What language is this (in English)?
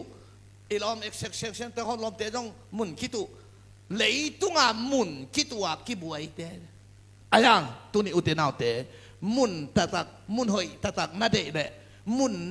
Tedim Chin